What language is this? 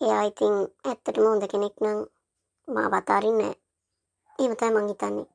Sinhala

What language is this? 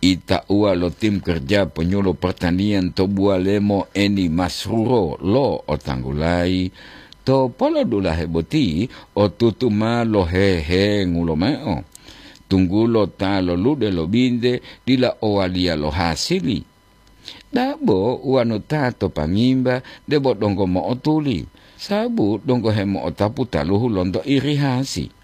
Gorontalo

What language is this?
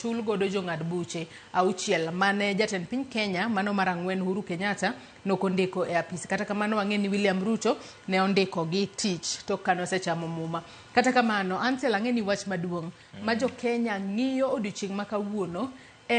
Luo (Kenya and Tanzania)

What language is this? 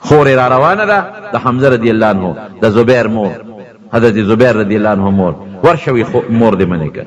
Pashto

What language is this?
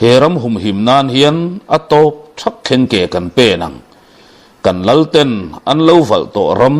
Mizo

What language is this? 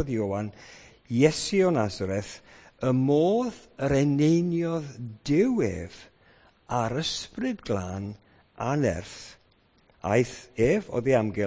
Welsh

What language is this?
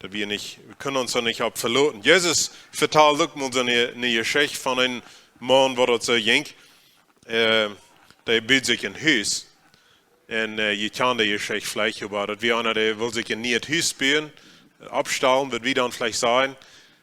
Plautdietsch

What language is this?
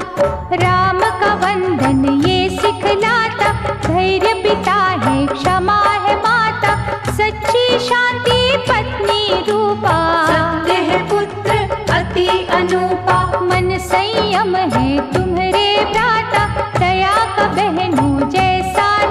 Hindi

